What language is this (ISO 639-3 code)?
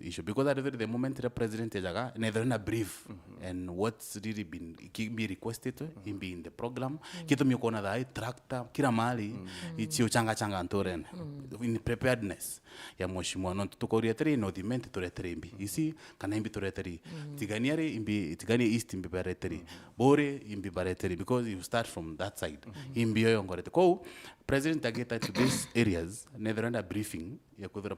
mer